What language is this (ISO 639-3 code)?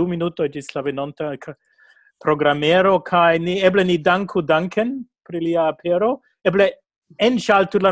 epo